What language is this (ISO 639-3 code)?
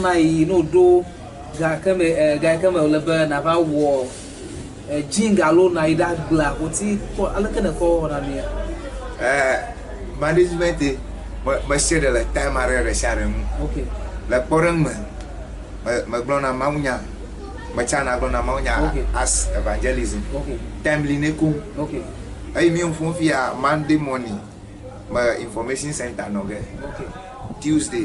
ewe